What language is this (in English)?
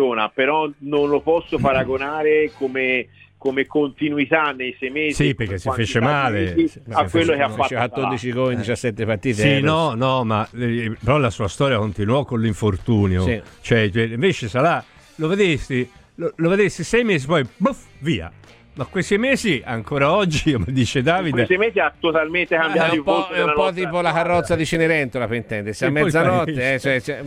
Italian